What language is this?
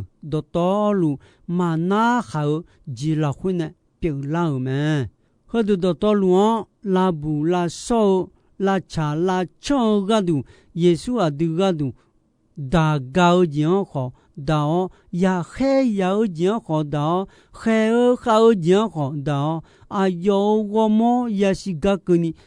Akha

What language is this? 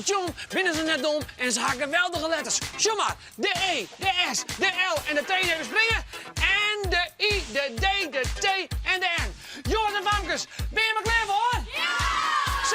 Western Frisian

